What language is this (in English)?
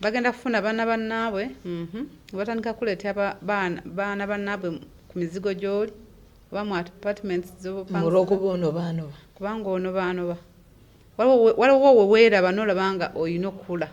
Ganda